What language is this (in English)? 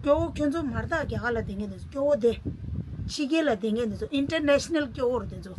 Tibetan